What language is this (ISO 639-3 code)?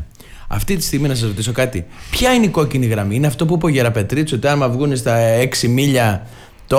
ell